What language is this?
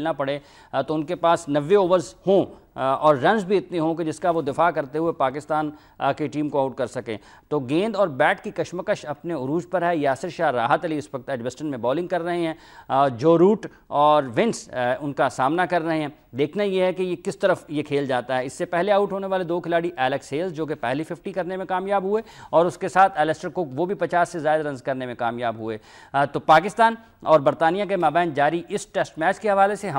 Urdu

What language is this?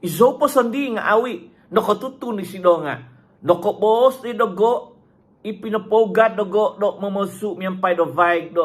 Central Dusun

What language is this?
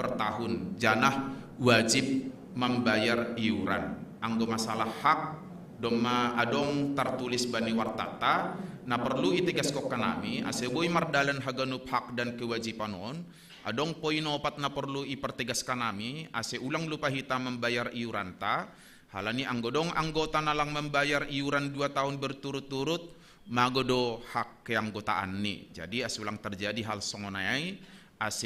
Batak Simalungun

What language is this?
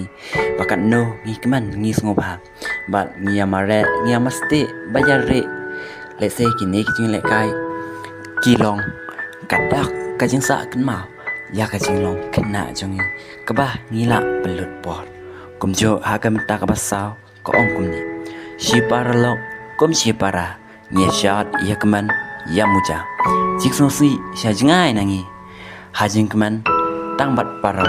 Khasi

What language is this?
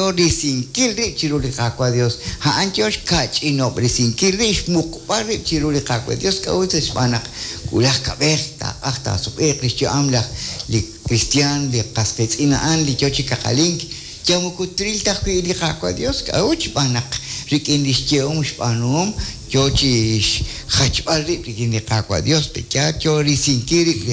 Kekchí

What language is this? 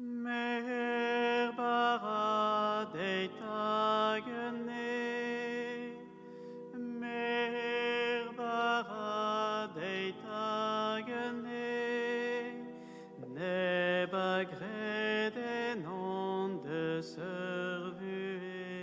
Breton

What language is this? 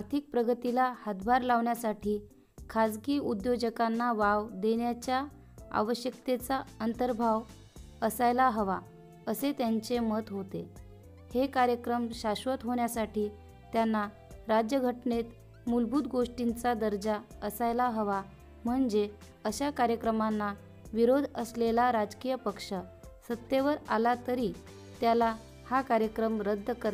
Marathi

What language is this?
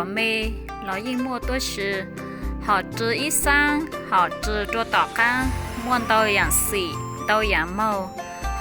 Hmong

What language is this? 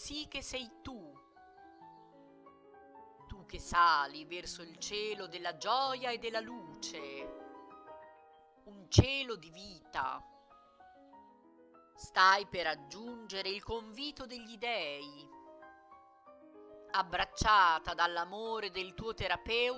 Italian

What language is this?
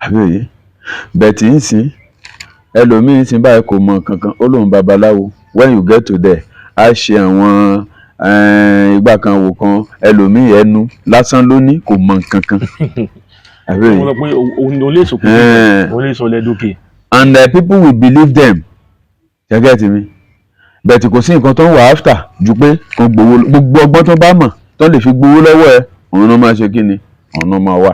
Yoruba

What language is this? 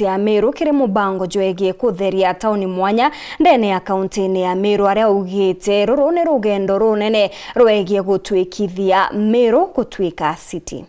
Meru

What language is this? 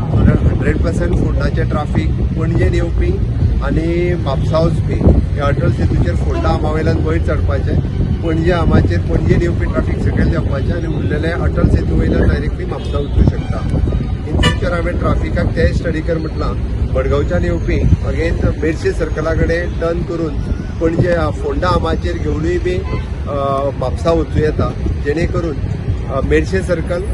Konkani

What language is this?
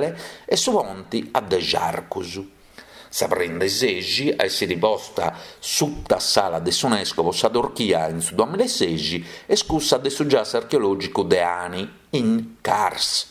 Sardinian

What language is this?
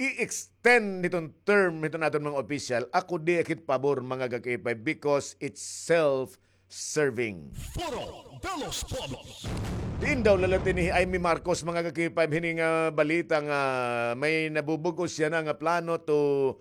Waray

